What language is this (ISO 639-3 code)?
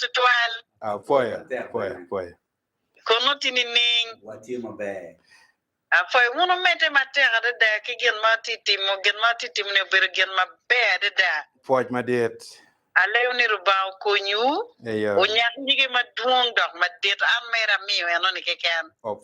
ach